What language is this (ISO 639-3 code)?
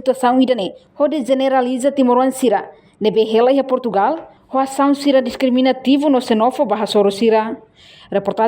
tet